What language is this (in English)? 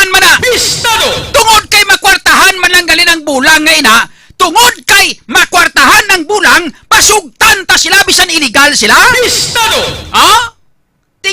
Hiligaynon